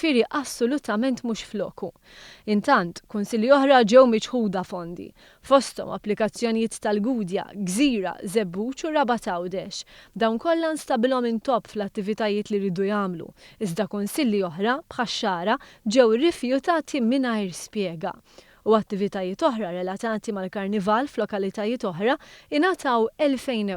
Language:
Maltese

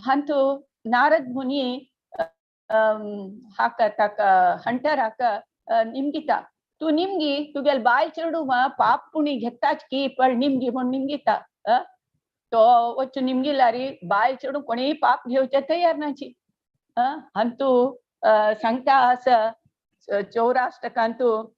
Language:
Konkani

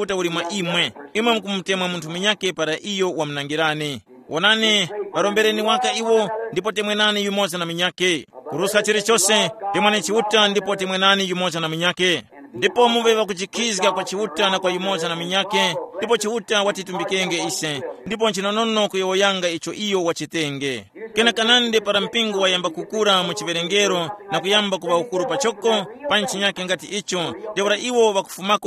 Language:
Tumbuka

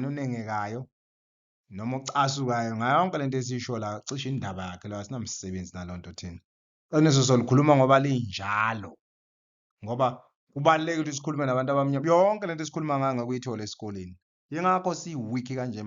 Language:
Zulu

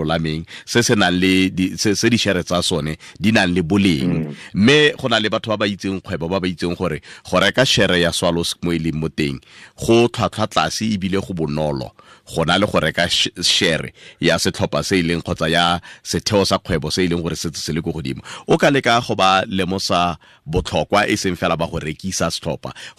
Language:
Tswana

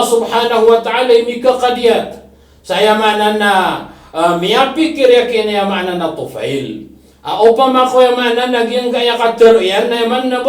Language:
Maranao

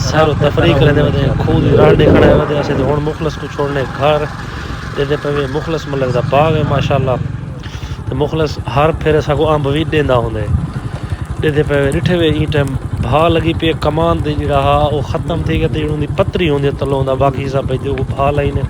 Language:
Saraiki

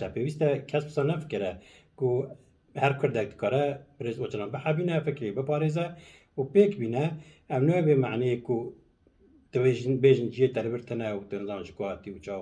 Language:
Kurdish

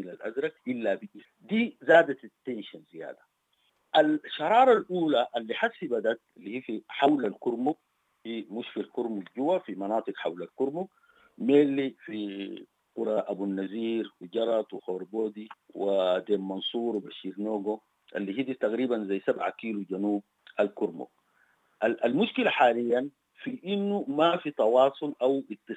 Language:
Sudanese Arabic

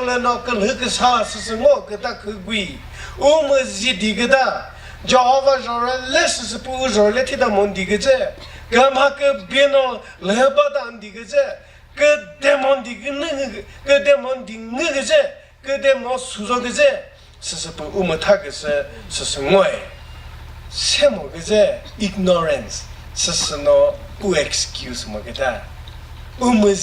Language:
Chokri Naga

